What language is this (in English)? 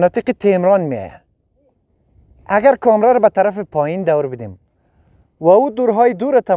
Persian